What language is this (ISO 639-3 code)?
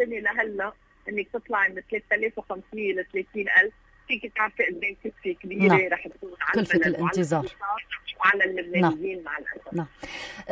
apc